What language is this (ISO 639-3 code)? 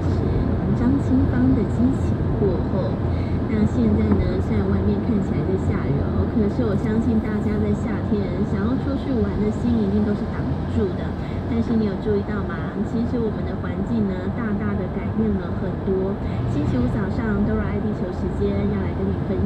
zho